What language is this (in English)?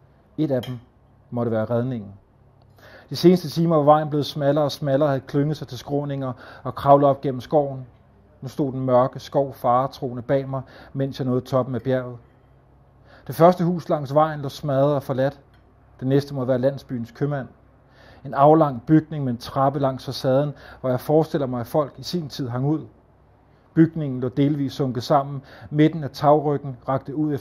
Danish